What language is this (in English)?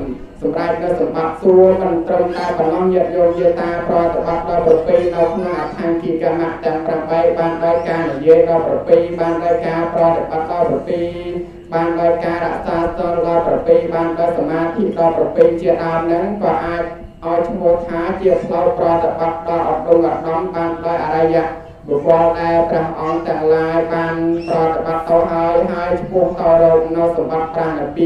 Khmer